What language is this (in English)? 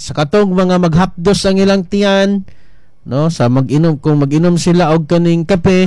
Cebuano